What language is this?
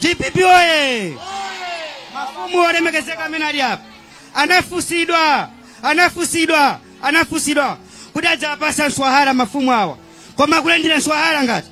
Nyanja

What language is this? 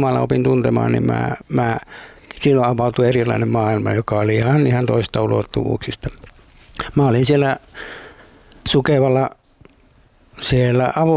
Finnish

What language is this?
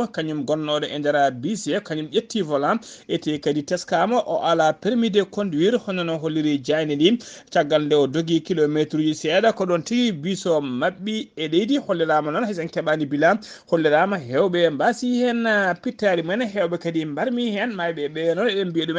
Fula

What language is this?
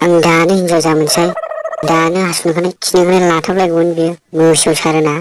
Bodo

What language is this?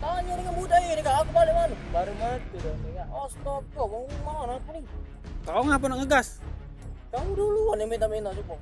Musi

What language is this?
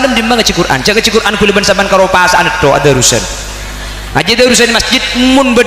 Madurese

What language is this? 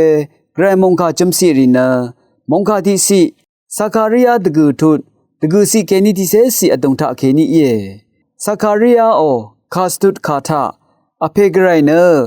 Rawang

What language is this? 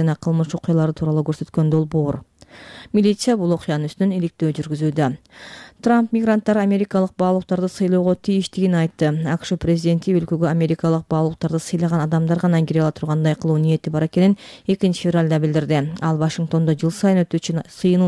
Kyrgyz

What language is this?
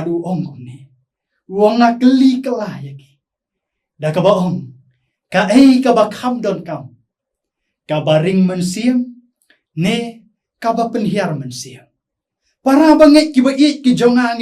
Khasi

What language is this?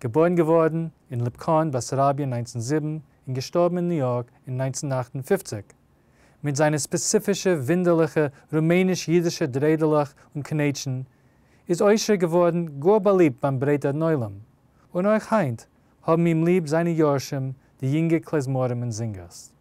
Yiddish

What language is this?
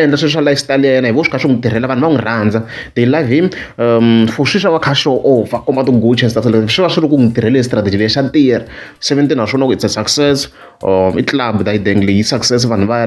Tsonga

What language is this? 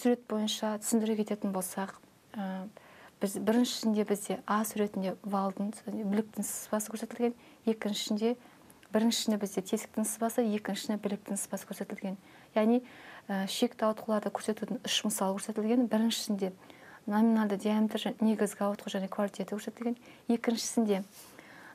Kazakh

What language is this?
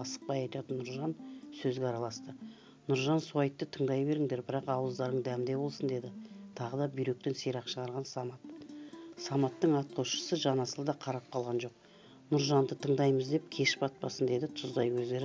Kazakh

